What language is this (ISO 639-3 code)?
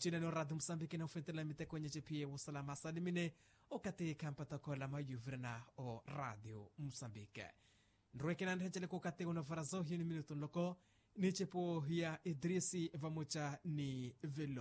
vmw